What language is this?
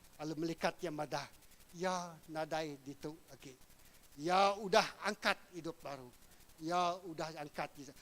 Iban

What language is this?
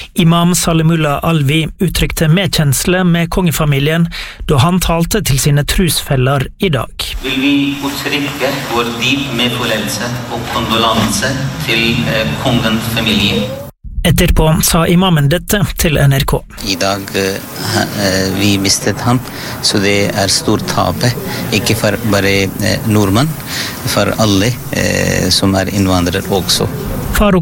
Norwegian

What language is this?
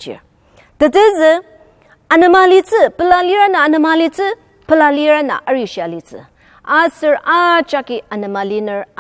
Ao Naga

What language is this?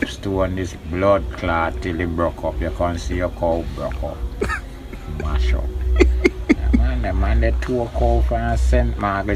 Jamaican Creole English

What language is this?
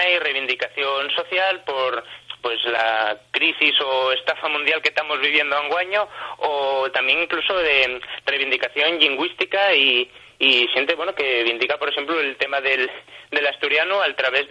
Asturian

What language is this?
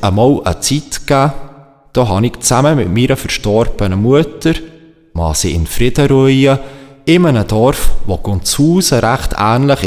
Swiss German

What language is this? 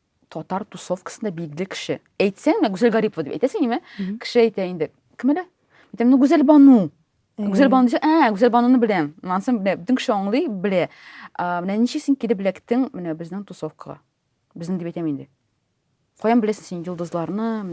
Tatar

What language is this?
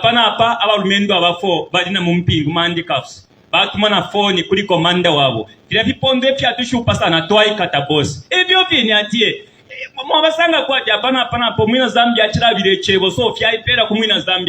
Bemba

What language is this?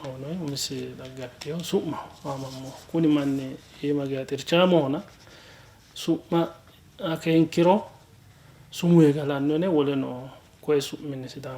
Sidamo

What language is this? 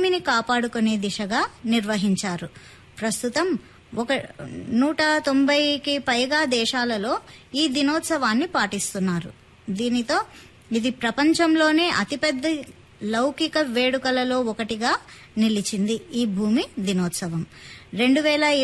Telugu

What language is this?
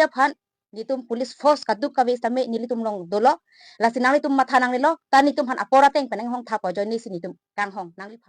Karbi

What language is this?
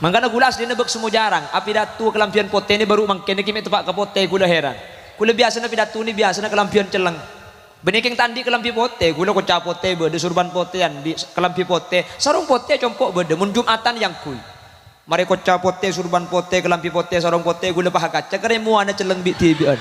Madurese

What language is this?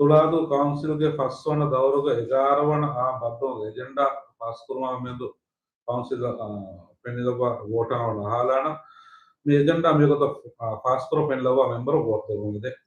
Divehi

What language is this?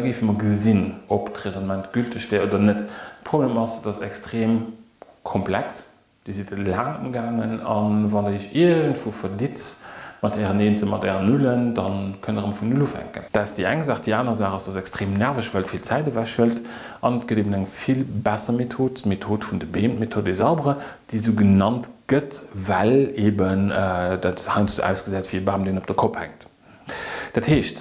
Luxembourgish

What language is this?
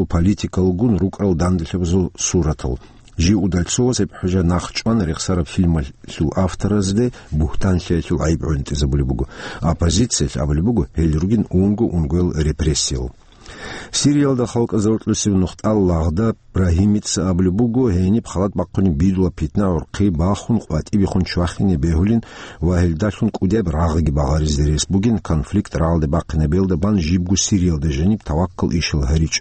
Avaric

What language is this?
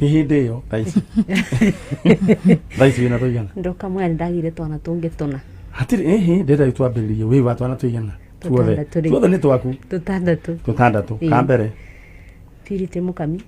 Kikuyu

